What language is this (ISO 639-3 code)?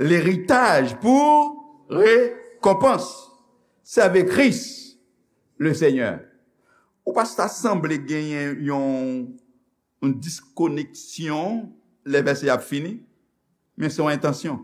hat